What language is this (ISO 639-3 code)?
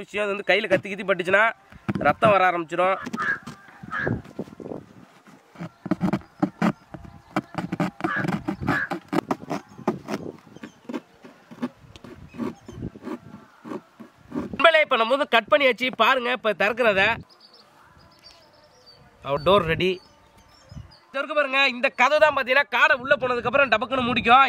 tam